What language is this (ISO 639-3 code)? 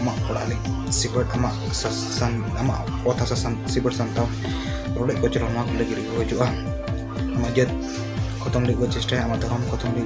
sat